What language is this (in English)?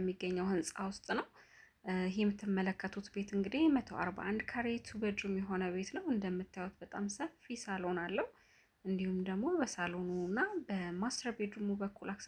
Amharic